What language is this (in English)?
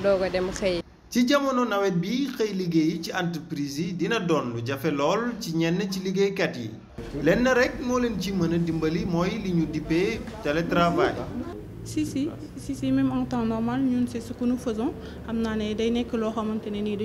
Wolof